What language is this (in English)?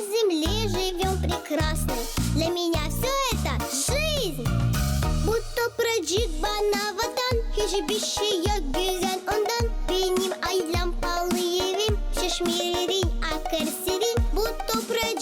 Gagauz